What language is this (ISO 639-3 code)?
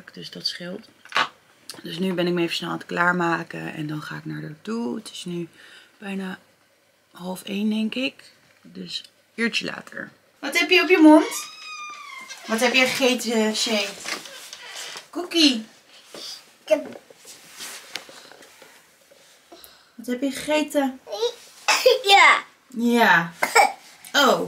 nld